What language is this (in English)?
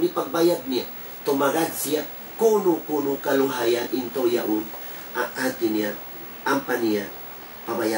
Tausug